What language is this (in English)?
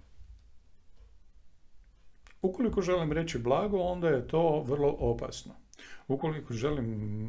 Croatian